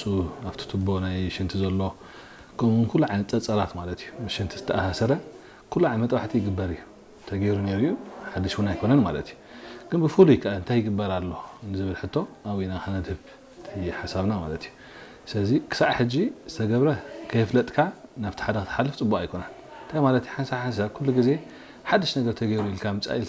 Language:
Tigrinya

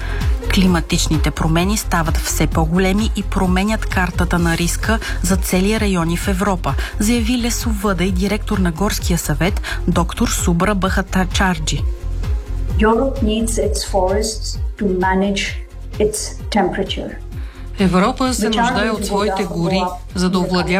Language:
Bulgarian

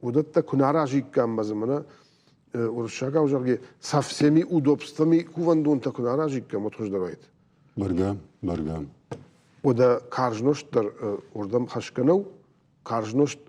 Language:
Ossetic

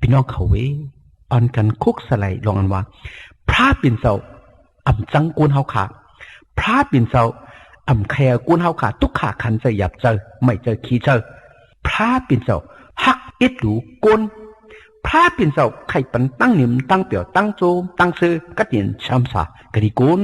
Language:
Shan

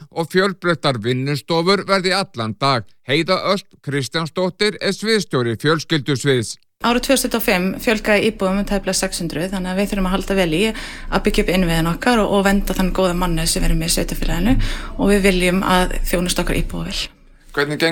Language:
Icelandic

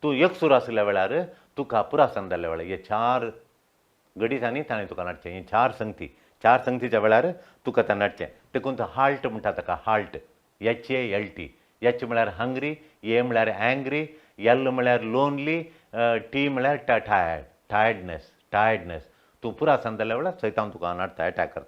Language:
Konkani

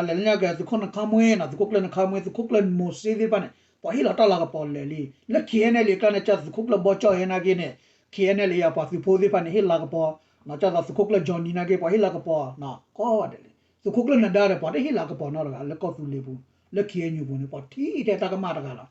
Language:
S'gaw Karen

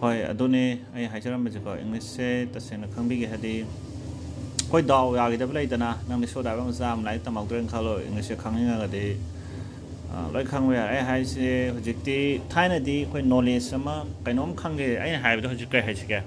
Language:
Manipuri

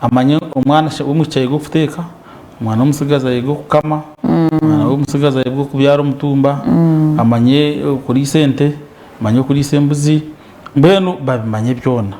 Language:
Nyankole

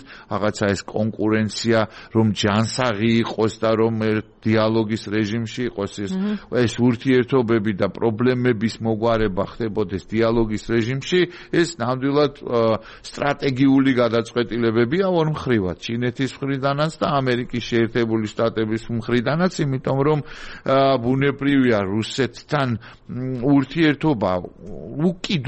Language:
Georgian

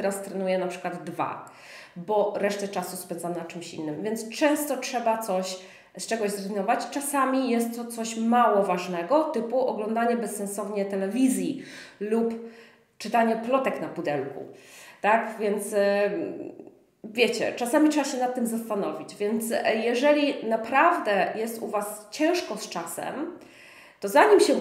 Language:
Polish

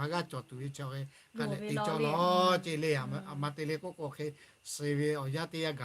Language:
Lahu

